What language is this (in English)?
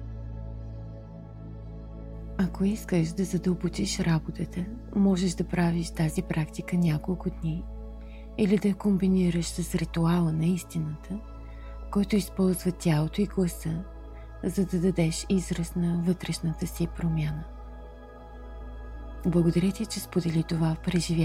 Bulgarian